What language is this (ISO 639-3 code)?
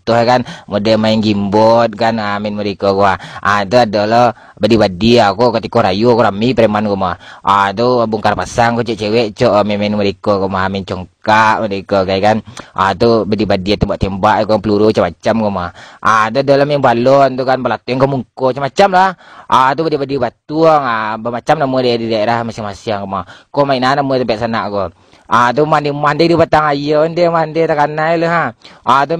min